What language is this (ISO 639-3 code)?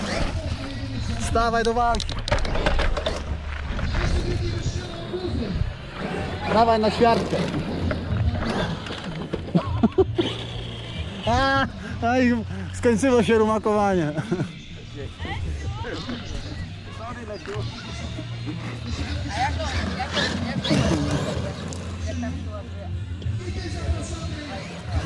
pol